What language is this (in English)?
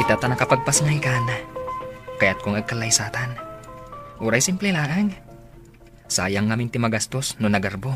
Iloko